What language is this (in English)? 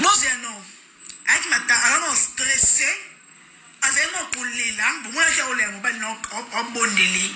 Lingala